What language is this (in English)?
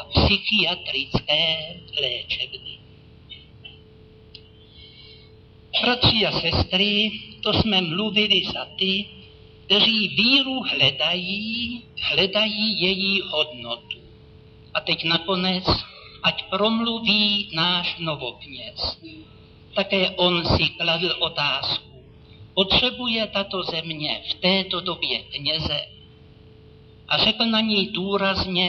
Czech